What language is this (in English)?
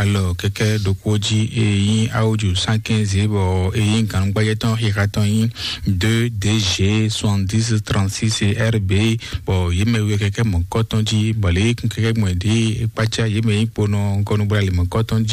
Fon